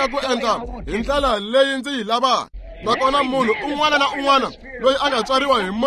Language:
Tsonga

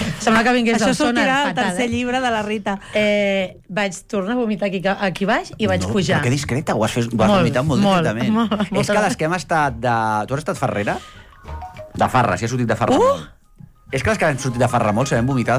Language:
Catalan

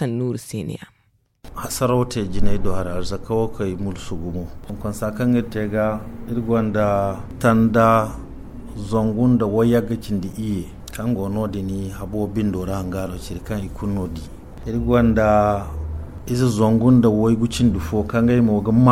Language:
Zarma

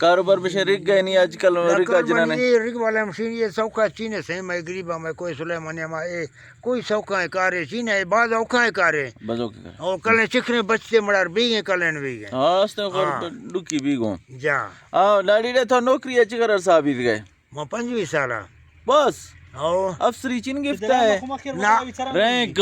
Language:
Eastern Balochi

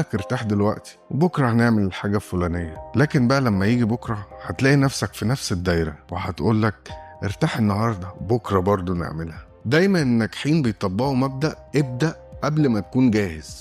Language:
Egyptian Arabic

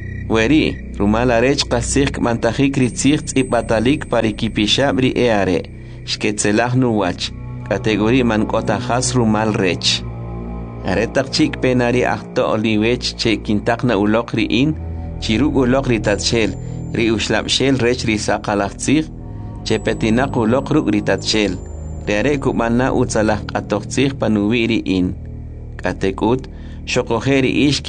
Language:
Kʼicheʼ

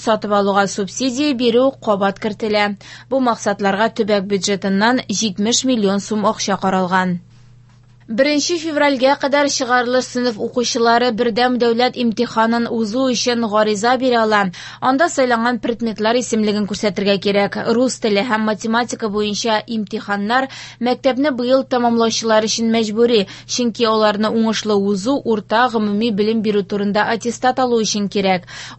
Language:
Tatar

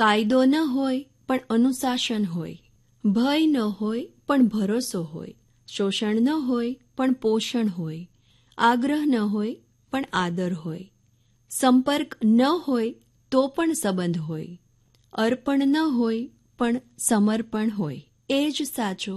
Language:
Gujarati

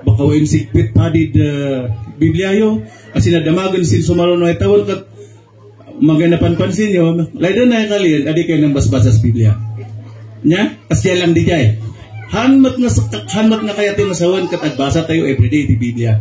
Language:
Kankanaey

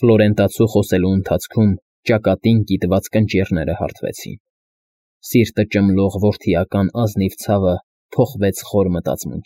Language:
Armenian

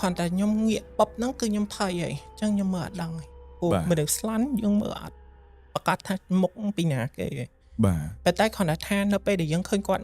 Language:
Khmer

